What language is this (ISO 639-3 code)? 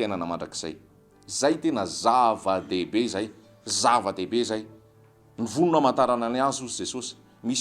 mlg